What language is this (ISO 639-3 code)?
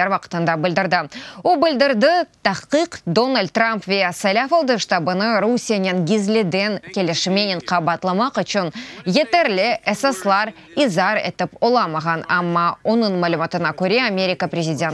crh